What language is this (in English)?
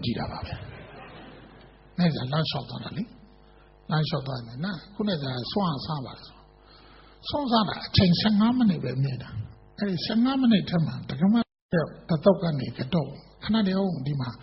Burmese